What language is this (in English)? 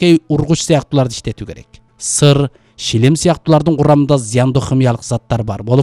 Kyrgyz